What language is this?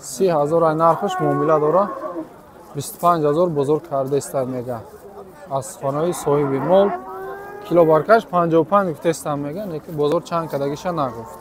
Tajik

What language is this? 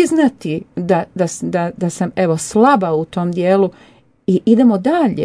Croatian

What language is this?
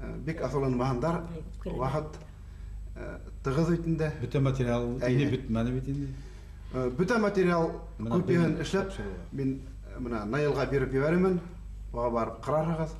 Bashkir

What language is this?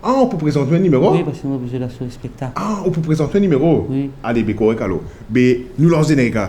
Morisyen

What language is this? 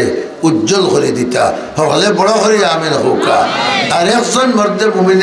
Sylheti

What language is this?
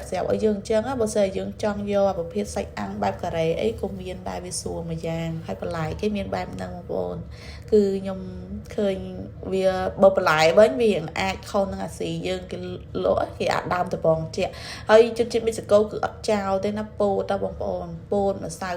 Khmer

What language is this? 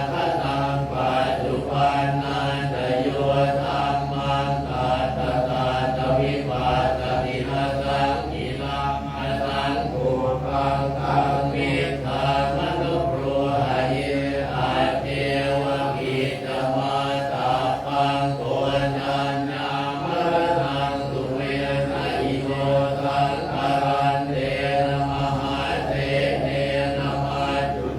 Pali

